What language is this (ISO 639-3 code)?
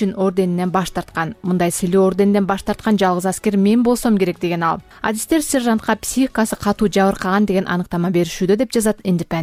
kir